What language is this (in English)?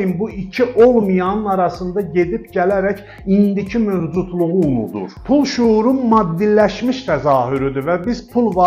Azerbaijani